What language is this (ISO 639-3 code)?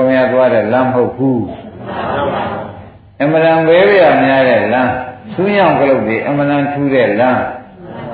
mya